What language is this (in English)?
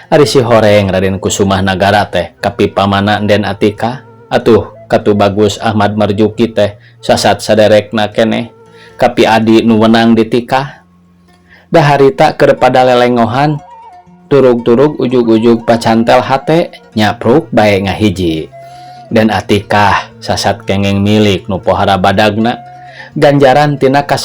Sundanese